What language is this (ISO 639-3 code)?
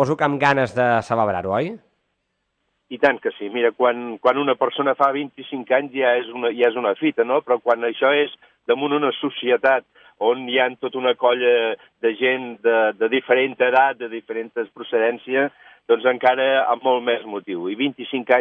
cat